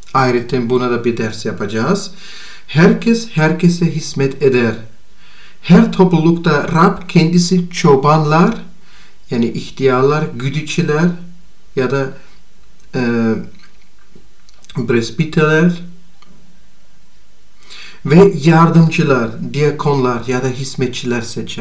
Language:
Turkish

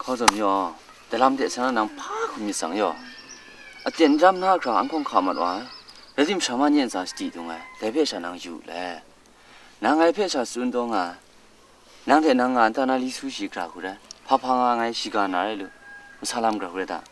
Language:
Kachin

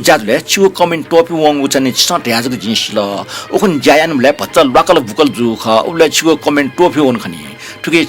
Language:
Newari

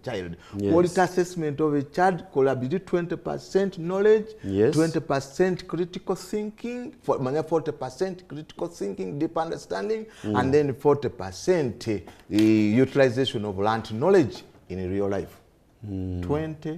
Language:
Ganda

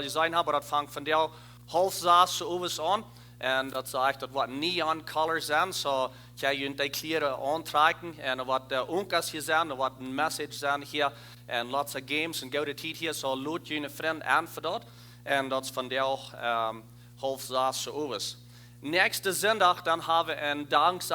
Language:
Plautdietsch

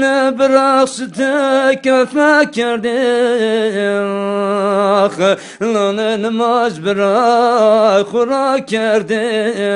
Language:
Zaza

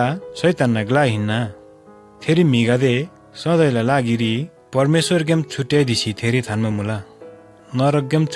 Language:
Eastern Tamang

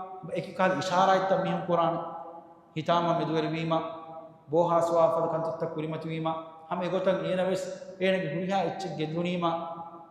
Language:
Divehi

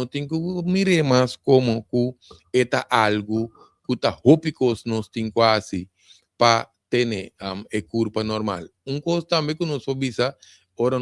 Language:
Papiamento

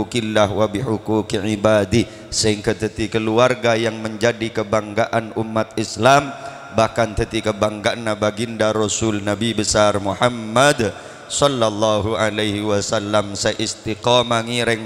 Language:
Madurese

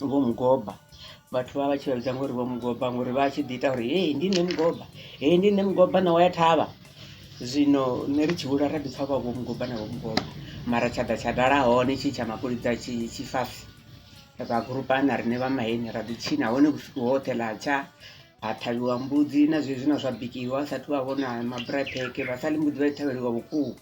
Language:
Venda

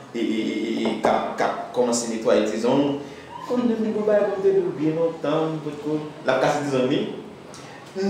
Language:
Haitian Creole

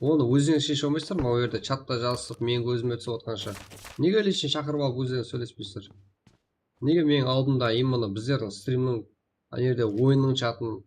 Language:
Kara-Kalpak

